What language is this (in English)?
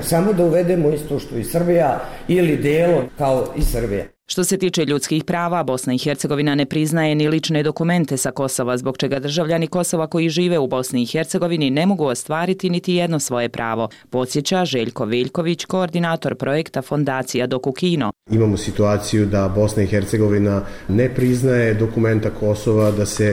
Bosnian